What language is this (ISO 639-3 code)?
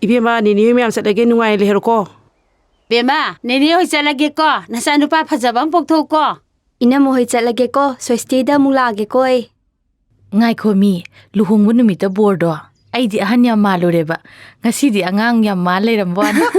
mni